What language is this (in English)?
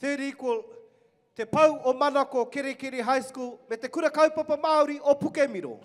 Māori